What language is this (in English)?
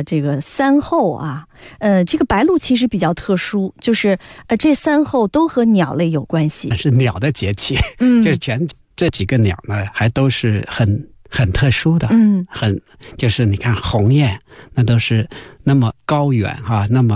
Chinese